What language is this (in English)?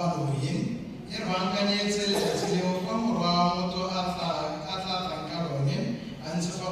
Tswana